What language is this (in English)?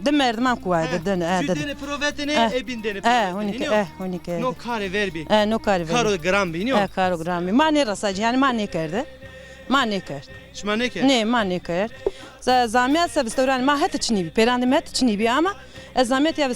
Zaza